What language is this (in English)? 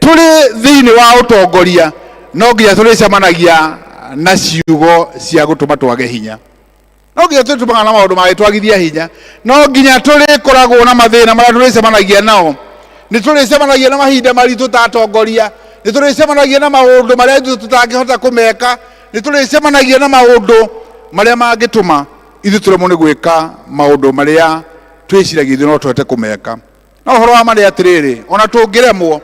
Kikuyu